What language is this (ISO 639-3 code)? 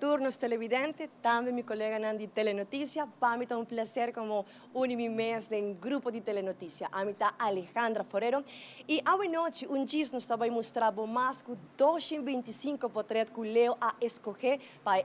pap